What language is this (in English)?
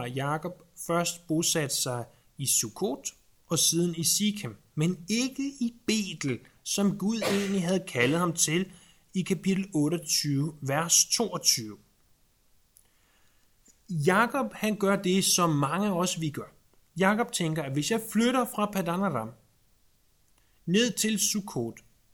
Danish